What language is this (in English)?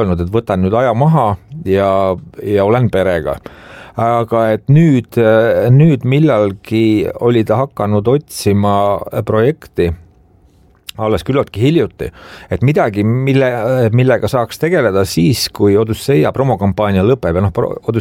Estonian